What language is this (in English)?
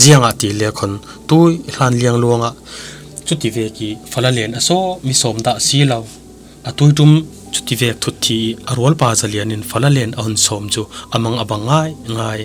Falam Chin